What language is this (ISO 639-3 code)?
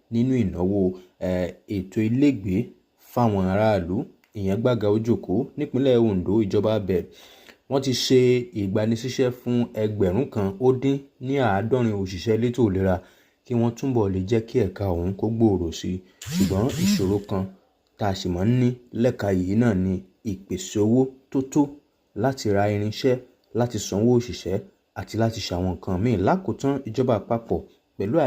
yor